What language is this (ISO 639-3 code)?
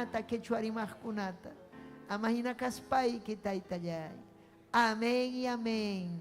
quy